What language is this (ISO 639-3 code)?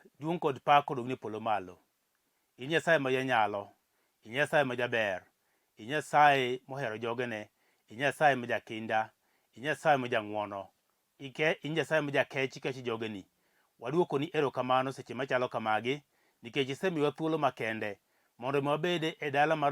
luo